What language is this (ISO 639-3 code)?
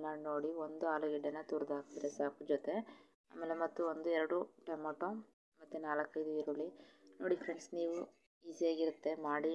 kan